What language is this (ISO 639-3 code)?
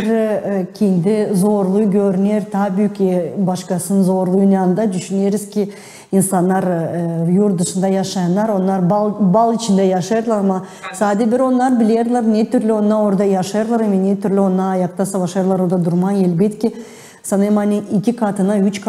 gag